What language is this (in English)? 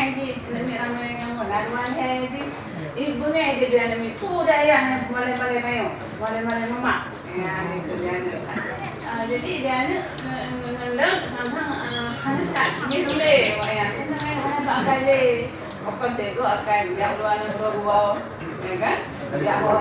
Achinese